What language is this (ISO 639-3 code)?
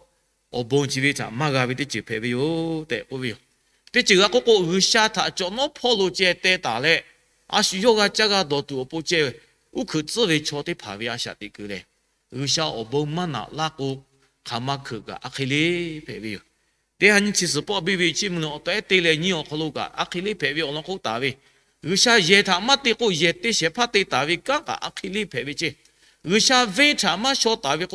lhu